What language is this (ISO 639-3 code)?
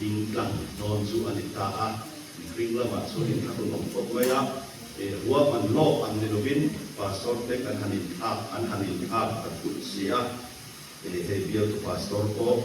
lus